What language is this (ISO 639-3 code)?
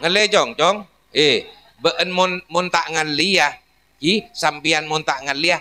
mad